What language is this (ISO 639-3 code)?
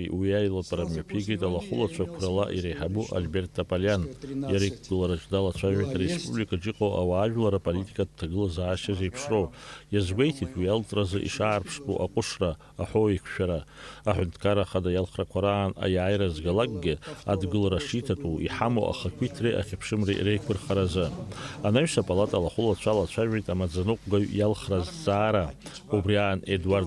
abk